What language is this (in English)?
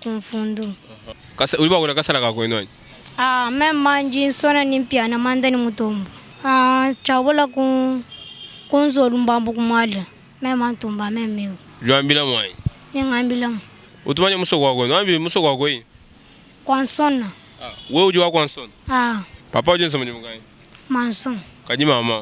Luba-Lulua